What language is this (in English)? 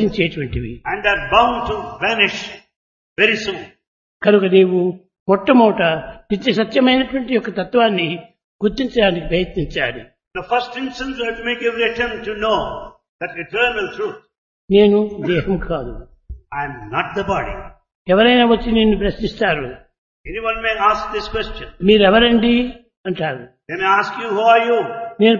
Telugu